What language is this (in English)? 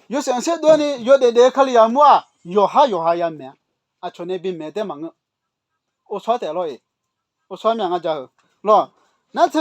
Akha